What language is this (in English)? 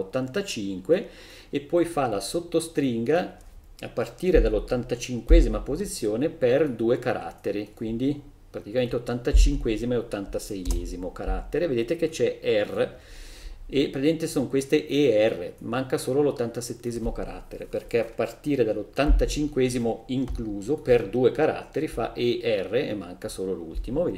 Italian